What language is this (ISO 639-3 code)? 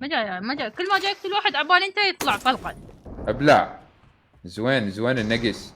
acm